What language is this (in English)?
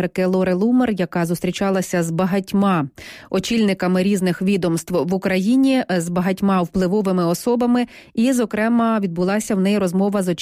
Ukrainian